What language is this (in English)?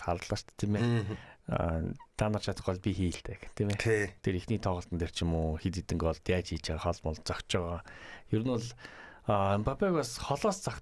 Mongolian